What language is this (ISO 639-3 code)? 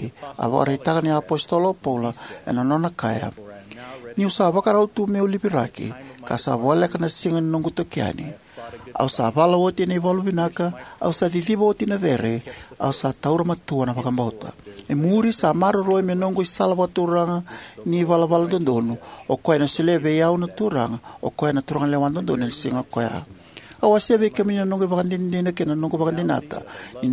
fij